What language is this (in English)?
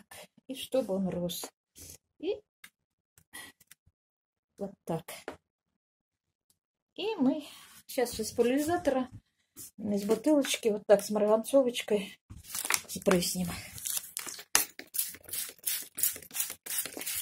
Russian